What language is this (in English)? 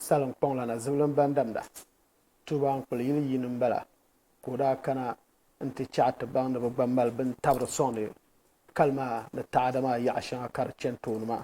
Dagbani